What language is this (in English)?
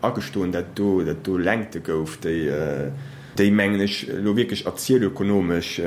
Luxembourgish